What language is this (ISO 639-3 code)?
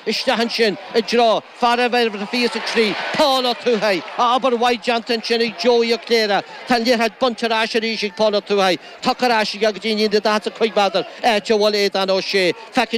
gle